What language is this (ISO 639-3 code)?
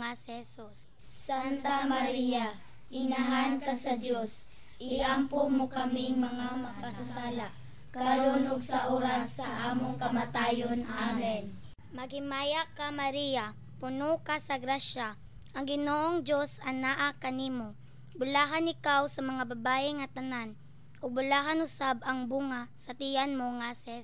ceb